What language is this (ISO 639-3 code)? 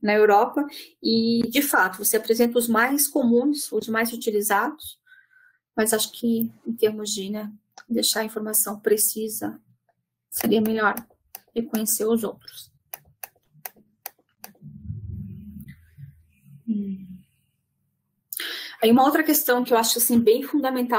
por